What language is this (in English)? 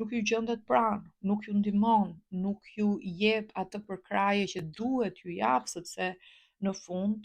Albanian